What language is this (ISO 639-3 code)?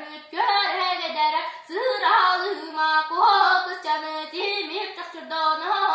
sah